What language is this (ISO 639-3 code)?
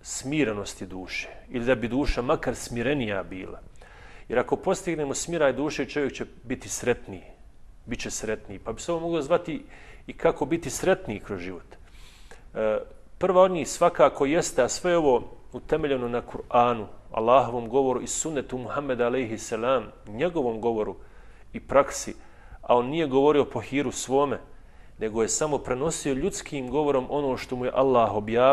bos